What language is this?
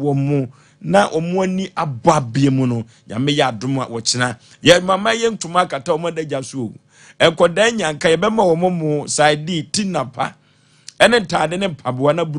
Akan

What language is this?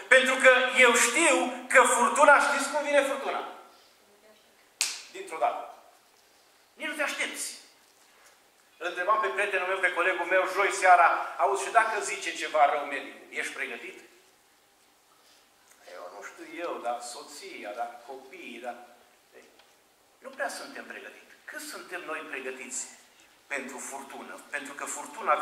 Romanian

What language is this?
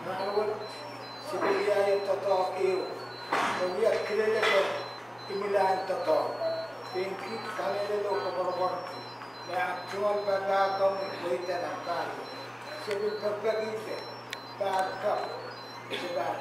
Pohnpeian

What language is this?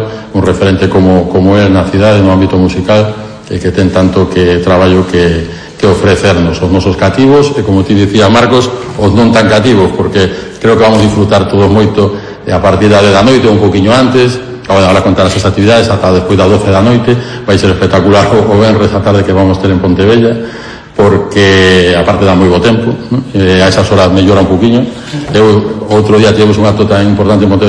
Galician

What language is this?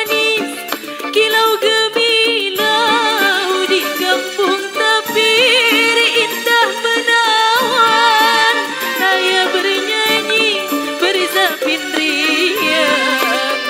Betawi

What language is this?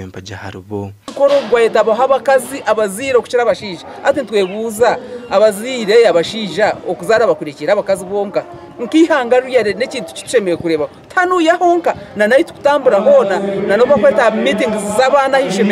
Nyankole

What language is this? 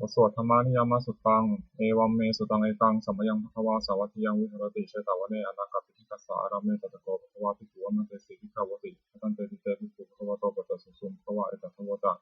Pali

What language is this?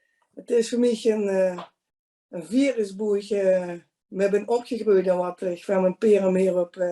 Limburgish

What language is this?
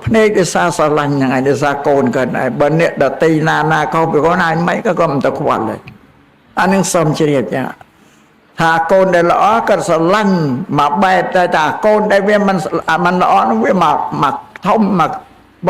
Khmer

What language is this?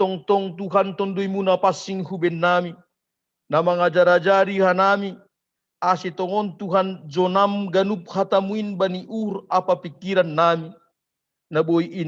Batak Simalungun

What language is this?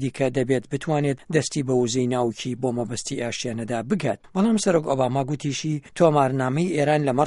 Central Kurdish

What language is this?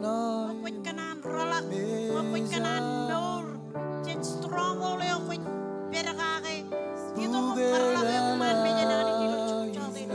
Marshallese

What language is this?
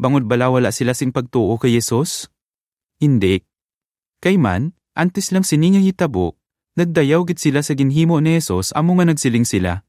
Hiligaynon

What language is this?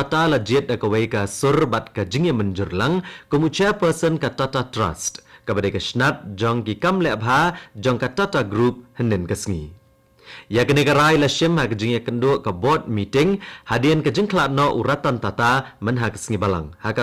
Khasi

